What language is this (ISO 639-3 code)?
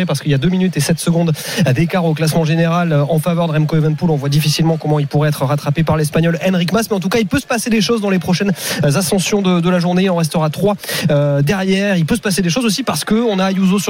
fra